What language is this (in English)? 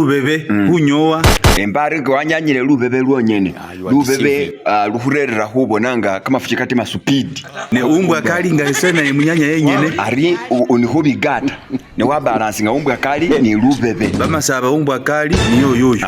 Masaaba